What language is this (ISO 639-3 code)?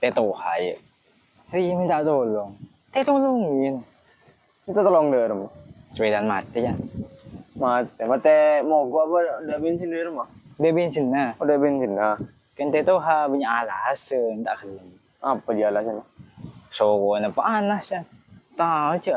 mad